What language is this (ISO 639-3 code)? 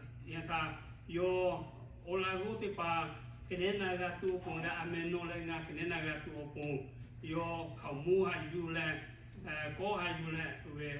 lhu